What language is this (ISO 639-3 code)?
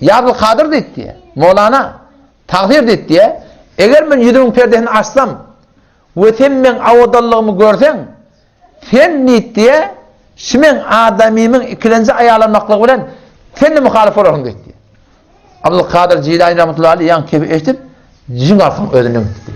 tuk